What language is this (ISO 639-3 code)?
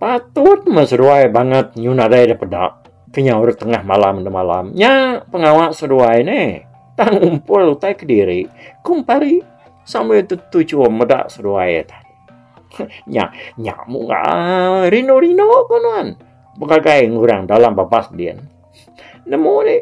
iba